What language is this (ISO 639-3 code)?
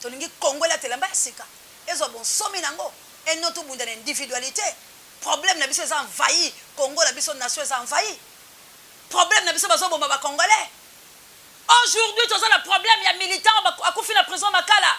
lin